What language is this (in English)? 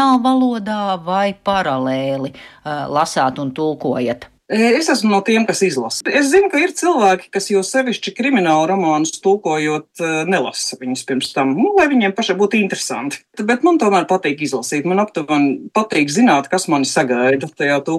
Latvian